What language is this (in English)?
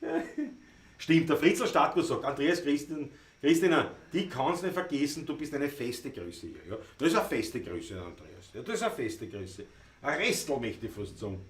Bavarian